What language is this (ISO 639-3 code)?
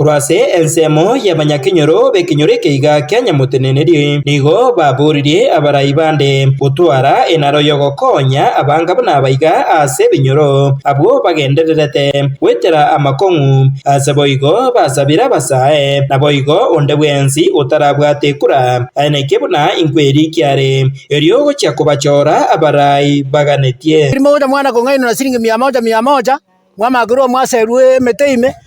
guz